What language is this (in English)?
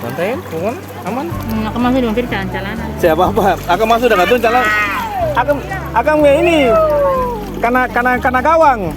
Ambonese Malay